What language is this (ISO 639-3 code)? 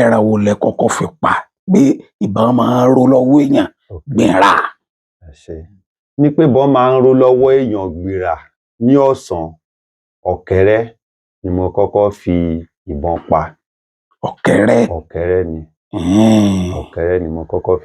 yor